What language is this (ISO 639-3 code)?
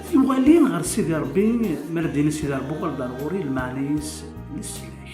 kab